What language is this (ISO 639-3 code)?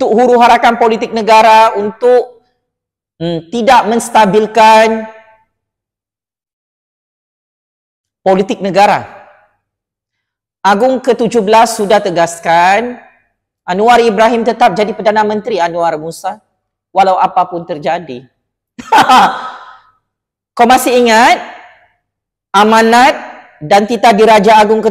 msa